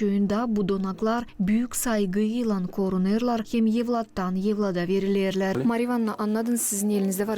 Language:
Gagauz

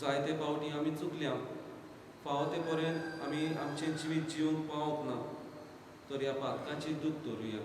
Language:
Konkani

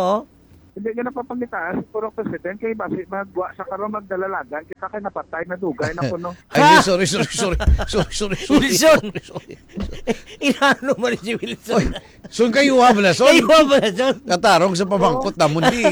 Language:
Hiligaynon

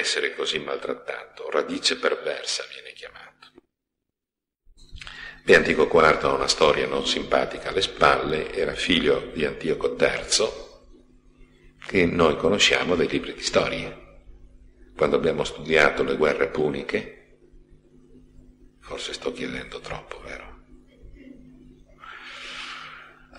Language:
Italian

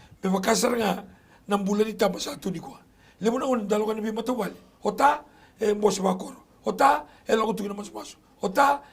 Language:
Fijian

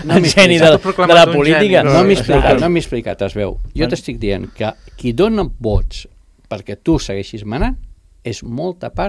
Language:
Catalan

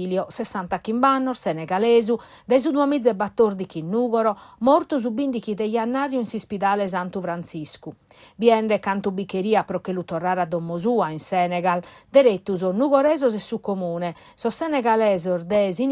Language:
Sardinian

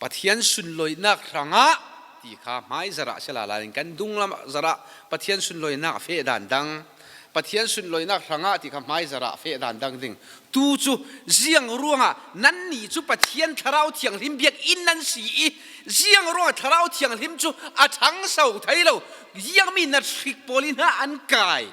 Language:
Falam Chin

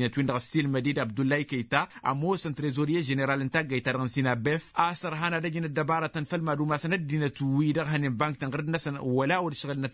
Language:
Tamasheq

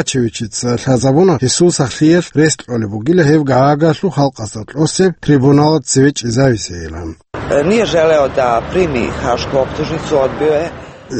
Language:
Avaric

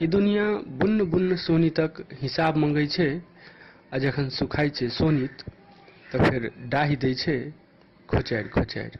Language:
Maithili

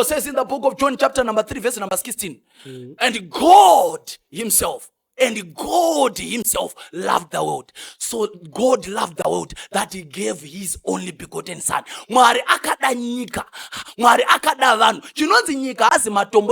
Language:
Shona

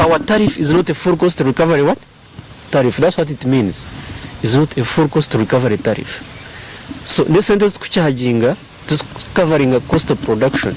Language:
Nyankole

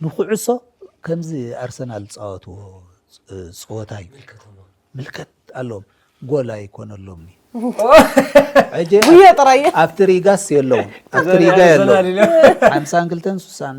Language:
Tigrinya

